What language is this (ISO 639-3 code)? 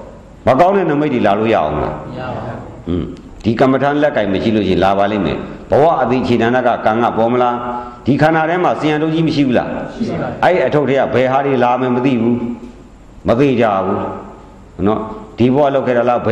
mya